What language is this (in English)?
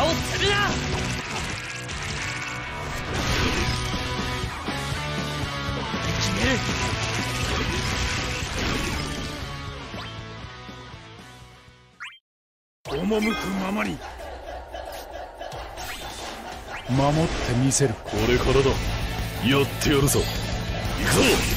Japanese